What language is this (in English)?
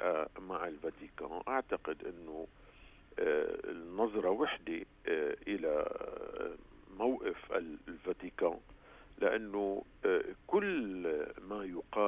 North Levantine Arabic